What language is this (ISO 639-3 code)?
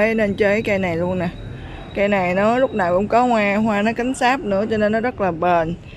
vie